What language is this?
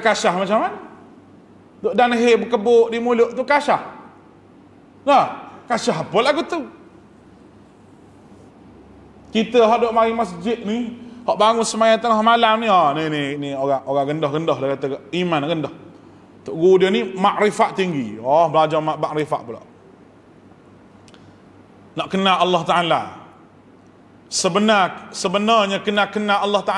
Malay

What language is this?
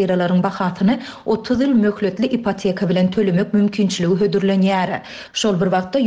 Turkmen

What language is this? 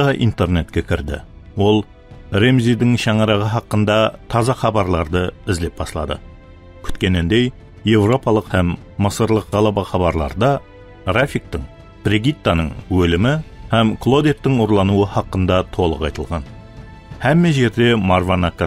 Kara-Kalpak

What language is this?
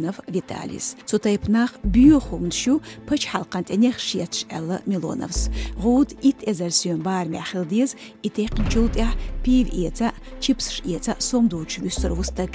Chechen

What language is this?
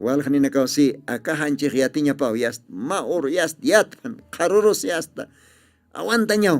Aymara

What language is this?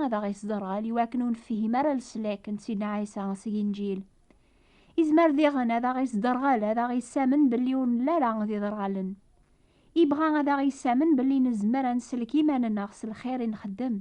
Kabyle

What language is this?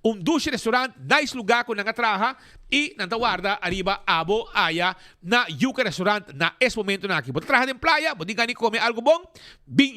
Papiamento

